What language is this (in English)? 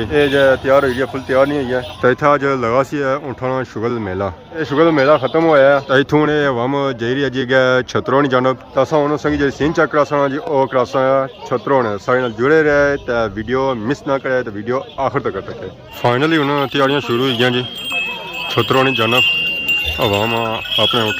Pahari-Potwari